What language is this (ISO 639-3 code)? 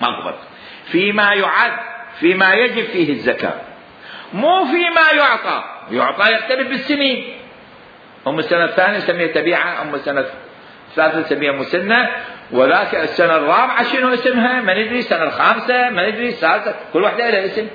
acm